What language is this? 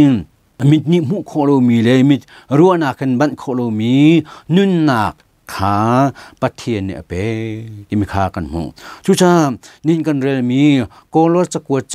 Hakha Chin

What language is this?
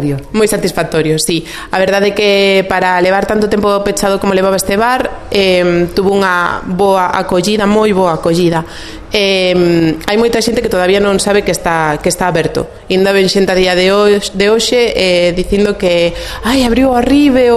Galician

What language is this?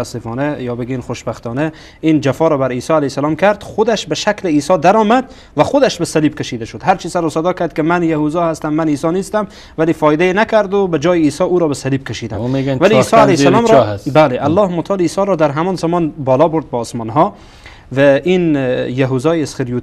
Persian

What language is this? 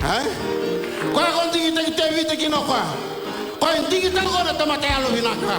Fijian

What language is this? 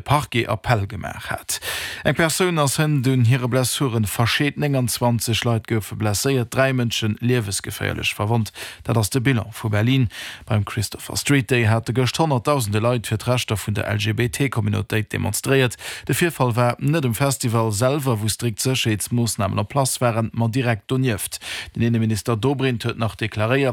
Luxembourgish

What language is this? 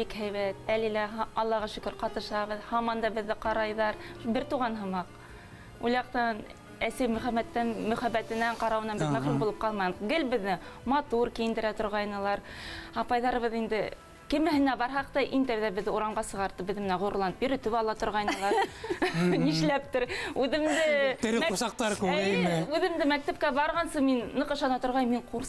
Bashkir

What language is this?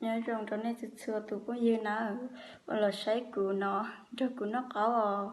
Hmong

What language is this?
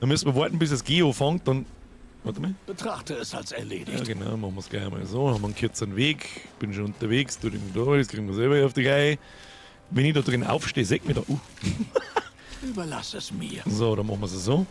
Bavarian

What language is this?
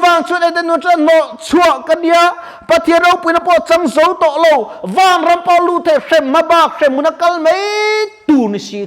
Mizo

